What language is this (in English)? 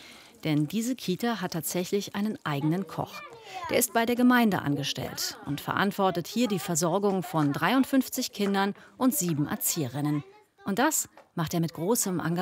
German